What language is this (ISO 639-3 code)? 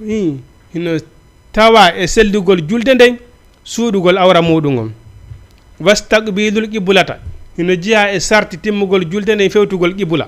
ful